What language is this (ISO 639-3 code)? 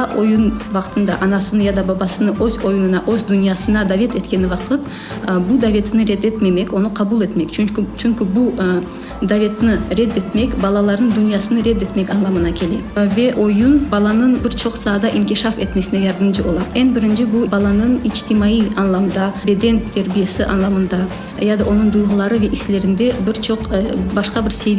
crh